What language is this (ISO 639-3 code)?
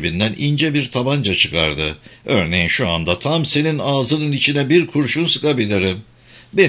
tur